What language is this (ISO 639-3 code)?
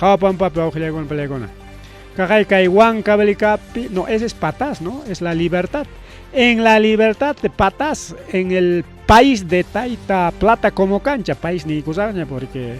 quy